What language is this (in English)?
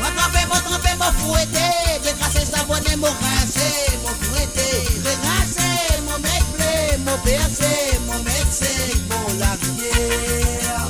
Morisyen